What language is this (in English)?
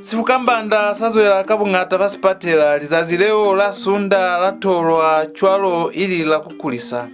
Lozi